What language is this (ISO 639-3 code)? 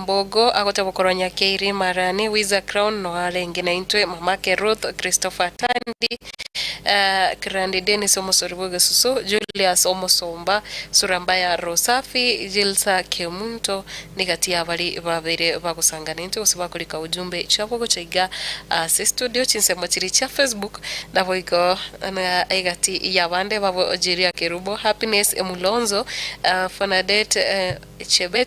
guz